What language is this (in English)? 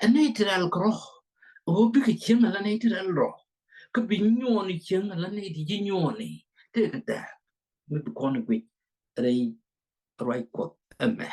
Nuer